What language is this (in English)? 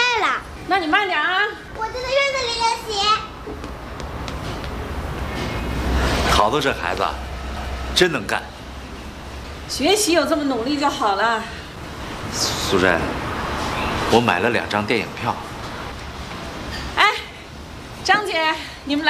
Chinese